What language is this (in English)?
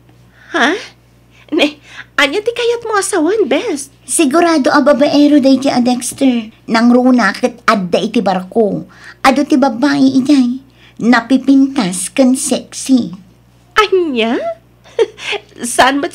Iloko